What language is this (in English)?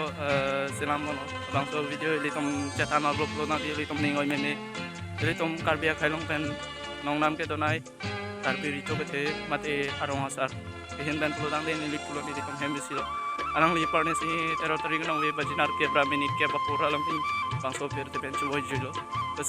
Karbi